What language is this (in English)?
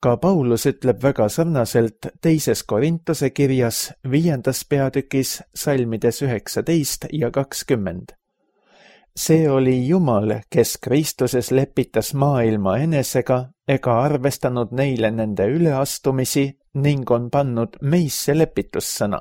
Estonian